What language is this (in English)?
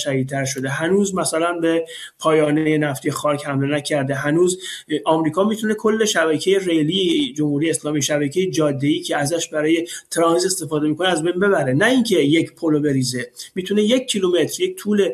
Persian